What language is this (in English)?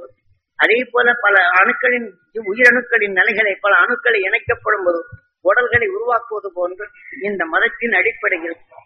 Tamil